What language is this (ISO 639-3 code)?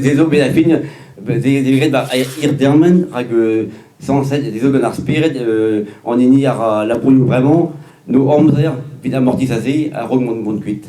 bre